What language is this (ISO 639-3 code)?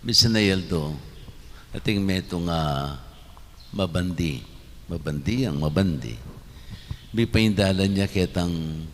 pam